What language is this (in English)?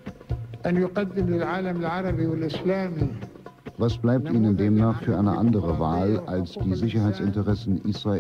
German